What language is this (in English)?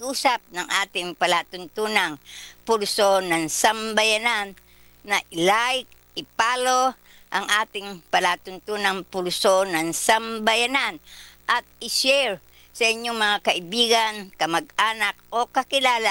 Filipino